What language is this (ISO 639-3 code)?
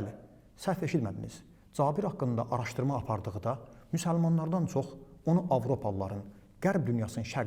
aze